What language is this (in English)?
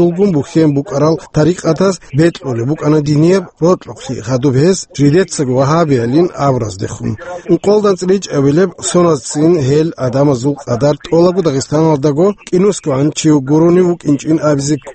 Avaric